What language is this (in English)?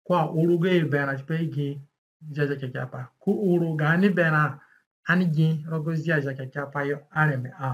Zande (individual language)